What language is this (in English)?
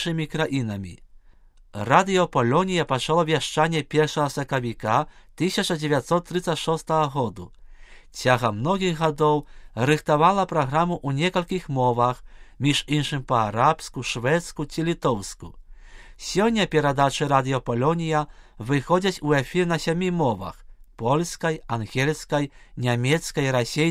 Belarusian